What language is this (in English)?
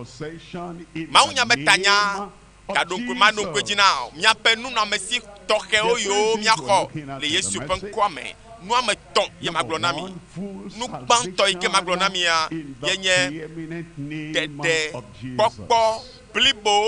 Ewe